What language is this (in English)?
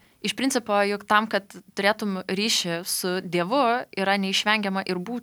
Lithuanian